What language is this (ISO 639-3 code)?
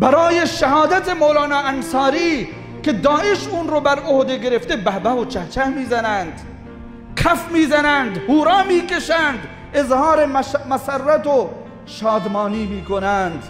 fas